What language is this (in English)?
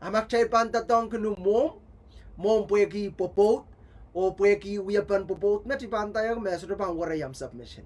Pohnpeian